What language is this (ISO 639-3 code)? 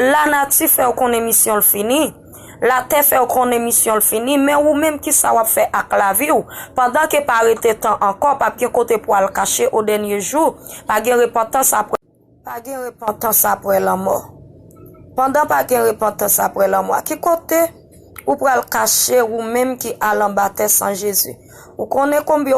hat